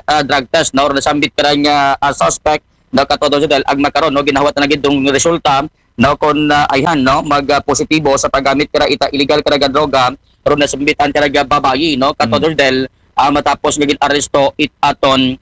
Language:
Aklanon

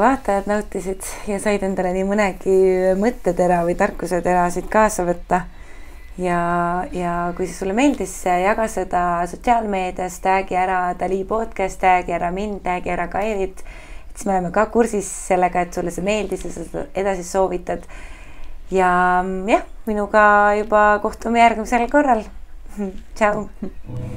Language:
Estonian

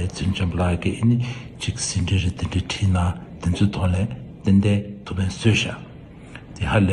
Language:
Tibetan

